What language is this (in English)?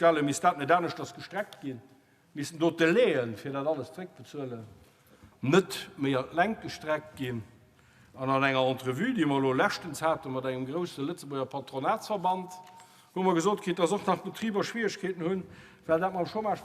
Luxembourgish